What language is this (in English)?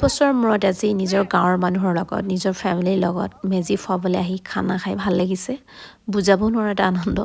Assamese